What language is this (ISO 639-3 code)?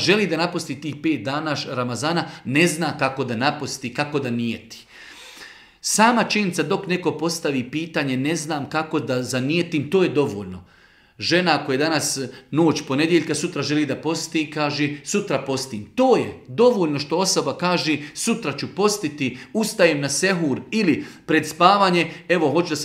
bos